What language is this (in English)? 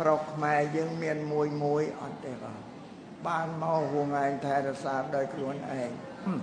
Khmer